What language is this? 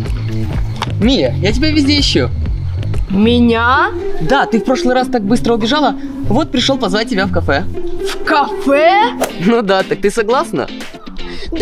Russian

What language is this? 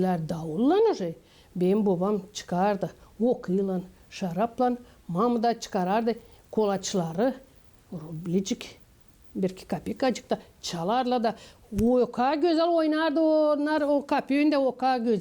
Gagauz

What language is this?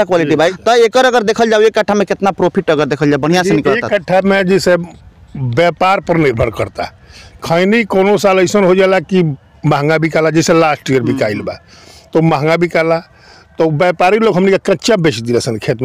Bhojpuri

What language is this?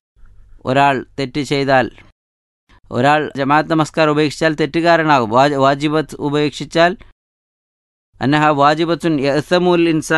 Malayalam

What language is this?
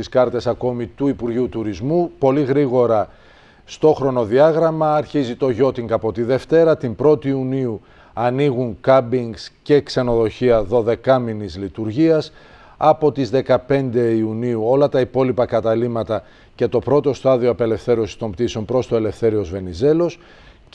Greek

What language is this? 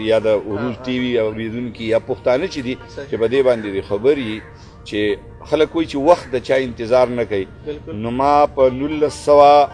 Pashto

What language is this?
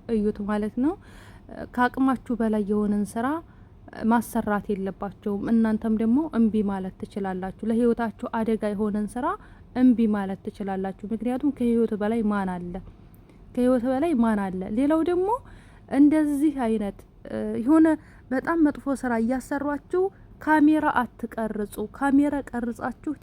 Amharic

